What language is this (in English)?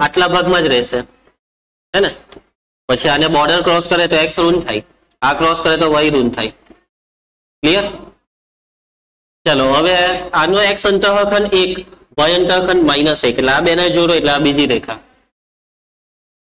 Gujarati